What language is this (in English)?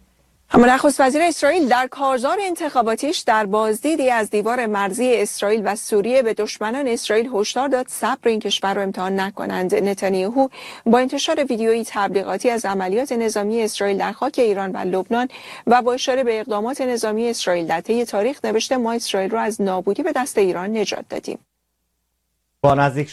Persian